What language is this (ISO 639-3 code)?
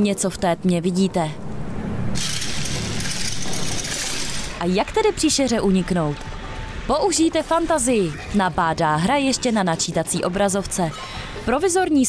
ces